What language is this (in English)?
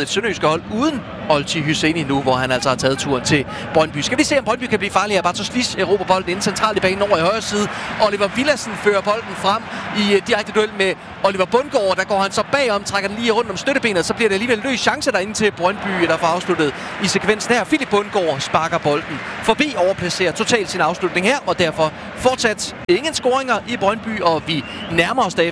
Danish